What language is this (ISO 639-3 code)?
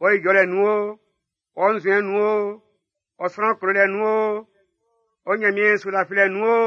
bci